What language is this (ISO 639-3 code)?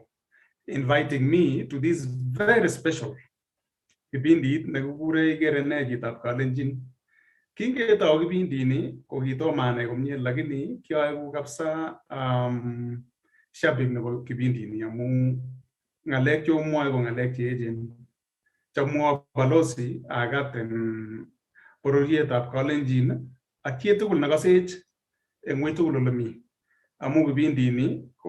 kln